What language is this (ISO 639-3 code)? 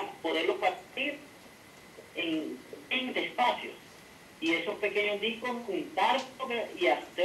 spa